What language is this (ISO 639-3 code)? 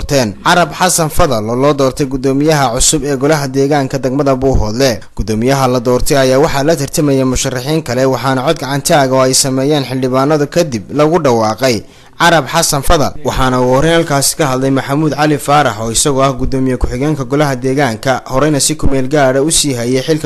som